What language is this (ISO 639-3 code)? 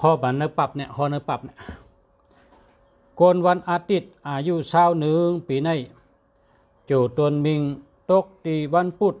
shn